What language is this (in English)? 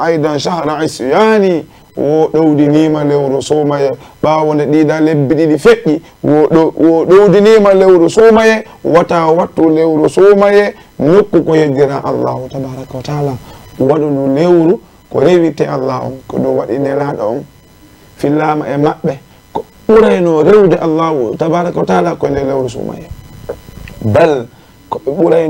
Fula